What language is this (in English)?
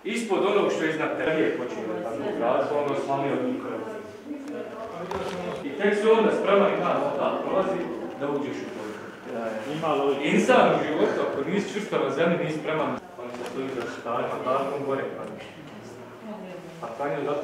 Bosnian